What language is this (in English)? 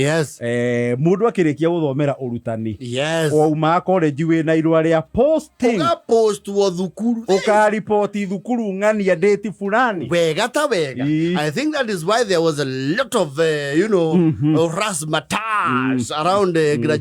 Kikuyu